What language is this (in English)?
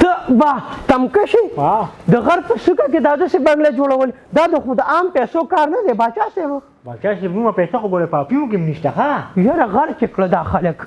Pashto